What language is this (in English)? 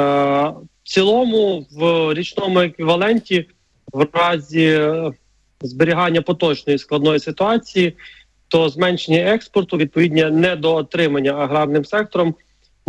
Ukrainian